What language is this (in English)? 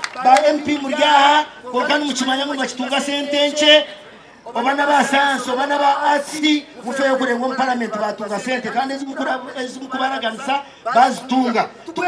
Nyankole